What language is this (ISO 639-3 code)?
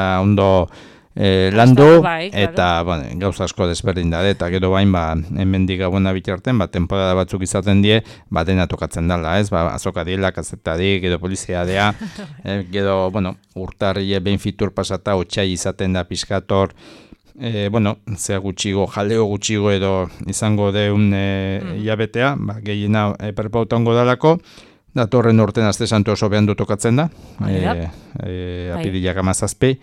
eus